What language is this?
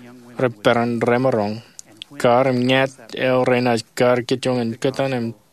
Marshallese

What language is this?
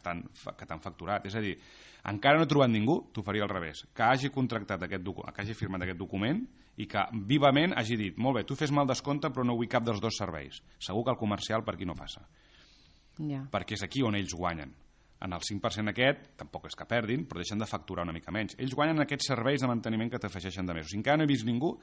Catalan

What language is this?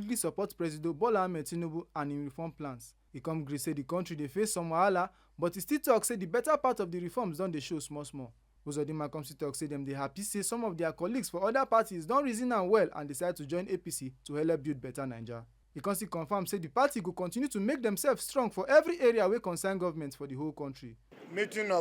Nigerian Pidgin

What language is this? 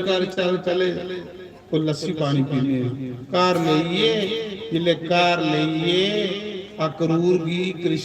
Dogri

